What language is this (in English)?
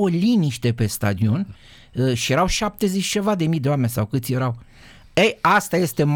Romanian